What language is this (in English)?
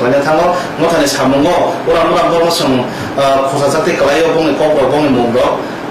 Kok Borok